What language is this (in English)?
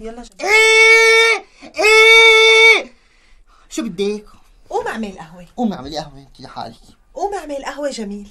North Levantine Arabic